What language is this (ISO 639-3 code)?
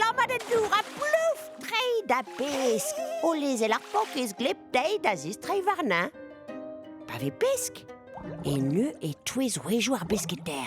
bre